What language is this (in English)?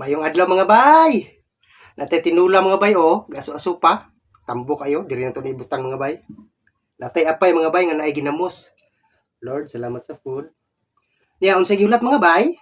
Cebuano